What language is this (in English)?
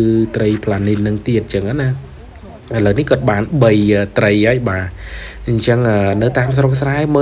Khmer